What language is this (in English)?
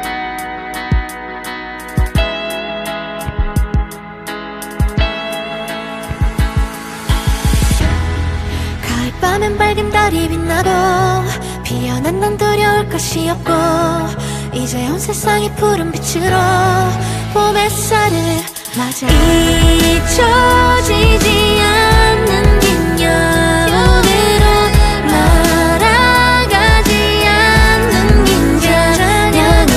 Korean